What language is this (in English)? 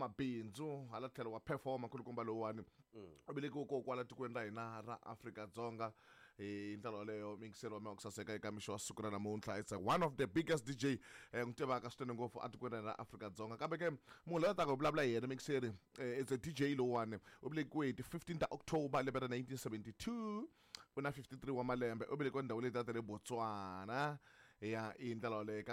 Tsonga